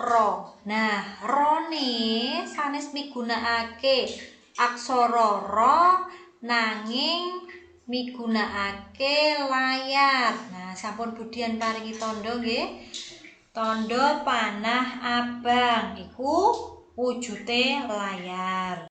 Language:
Javanese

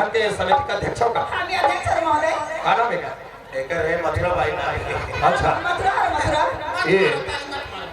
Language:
Chhattisgarhi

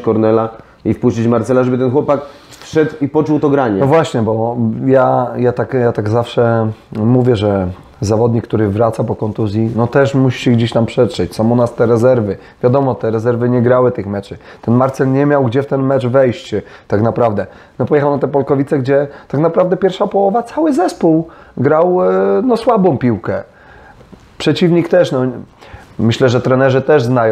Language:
Polish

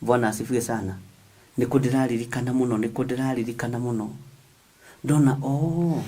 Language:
Kikuyu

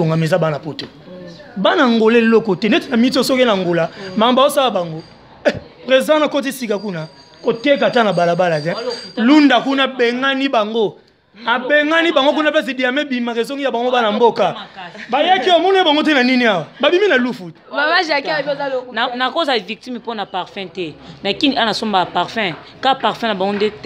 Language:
Lingala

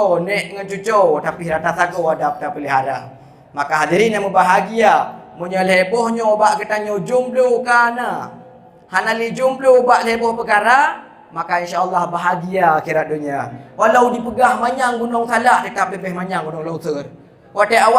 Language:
Achinese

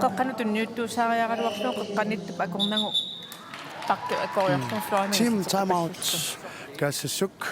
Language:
Kalaallisut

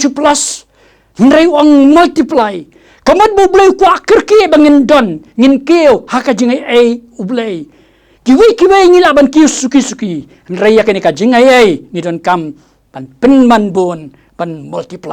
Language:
Khasi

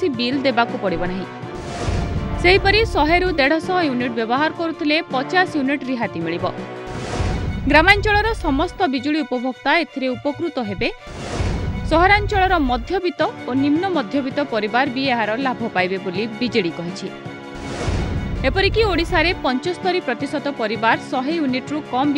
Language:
Odia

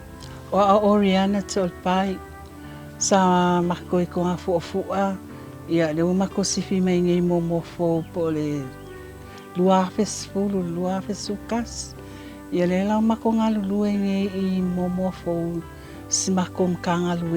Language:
Samoan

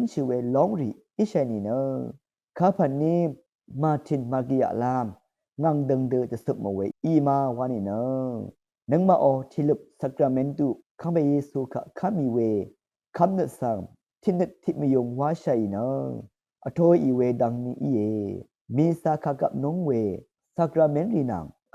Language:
Rawang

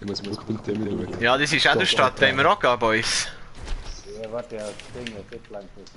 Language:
Swiss German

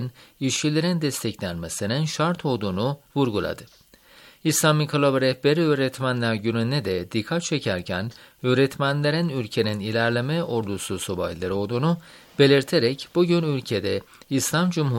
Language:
Turkish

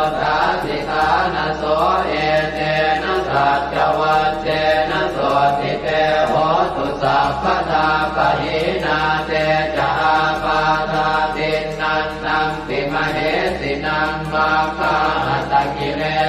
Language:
Pali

